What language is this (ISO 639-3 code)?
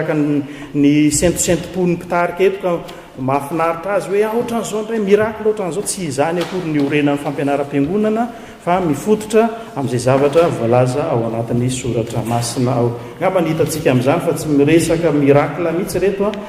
mlg